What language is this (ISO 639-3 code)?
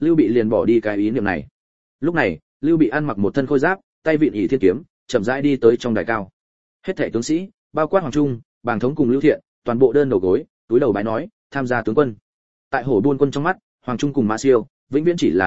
vie